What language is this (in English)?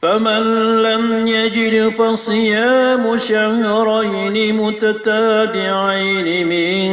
Maranao